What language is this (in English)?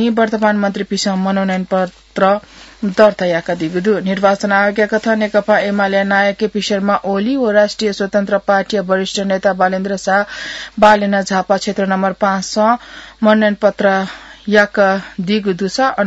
Newari